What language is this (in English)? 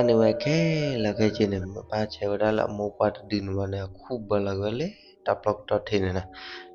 S'gaw Karen